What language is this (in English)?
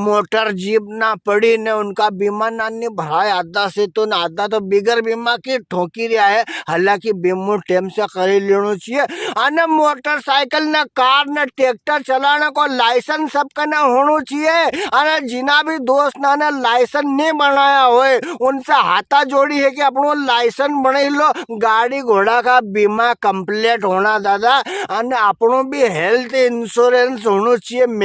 Rajasthani